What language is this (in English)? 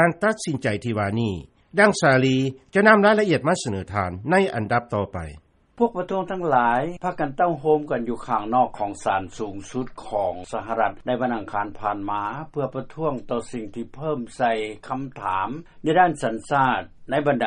Lao